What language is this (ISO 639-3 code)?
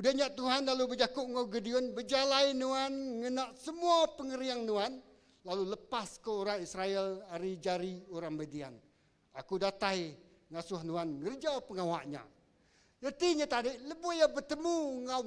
iba